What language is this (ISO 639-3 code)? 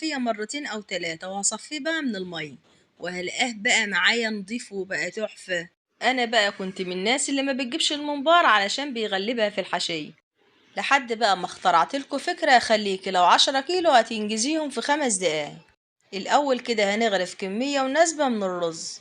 arz